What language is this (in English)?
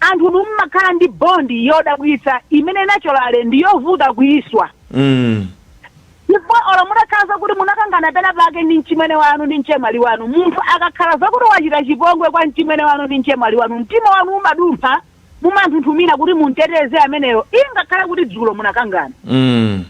Nyanja